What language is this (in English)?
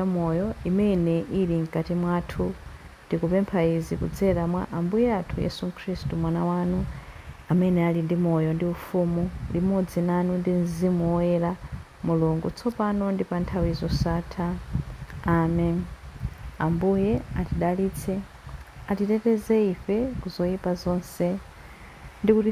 Nyanja